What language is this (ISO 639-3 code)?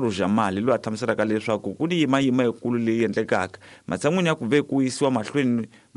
tso